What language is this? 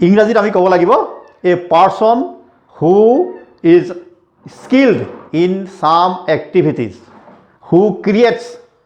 Assamese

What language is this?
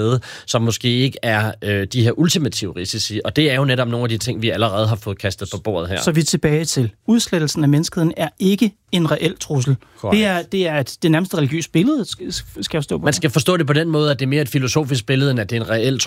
Danish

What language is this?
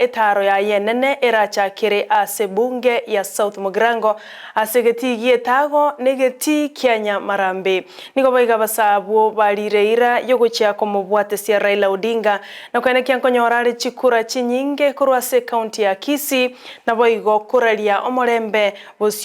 Gusii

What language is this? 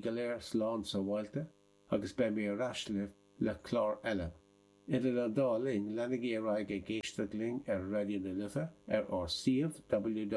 Irish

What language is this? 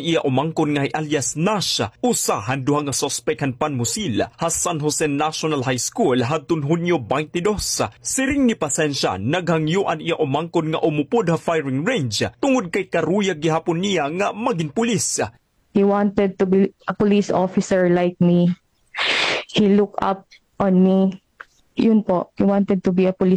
Waray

